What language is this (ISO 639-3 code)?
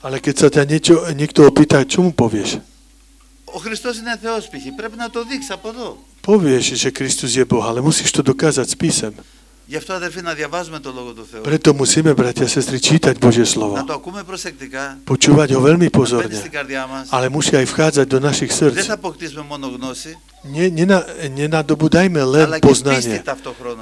slk